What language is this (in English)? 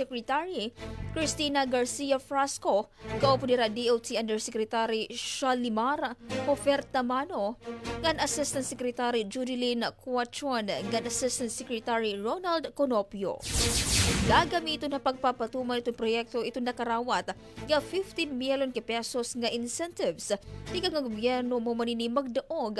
Waray